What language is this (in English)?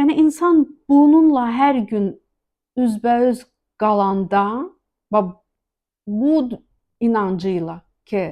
Azerbaijani